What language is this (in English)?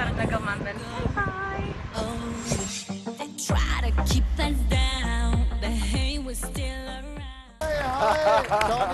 Kurdish